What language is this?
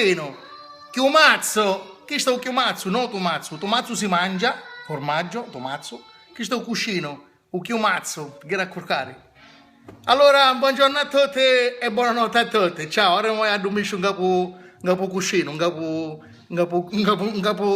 Sicilian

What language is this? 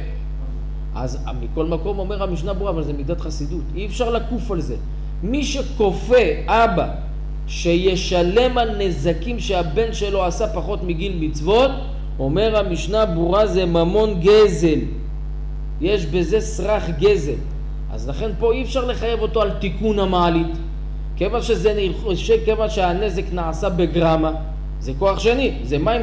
Hebrew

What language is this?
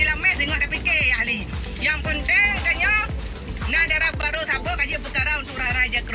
Achinese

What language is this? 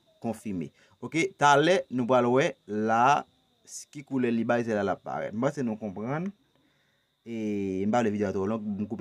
Haitian Creole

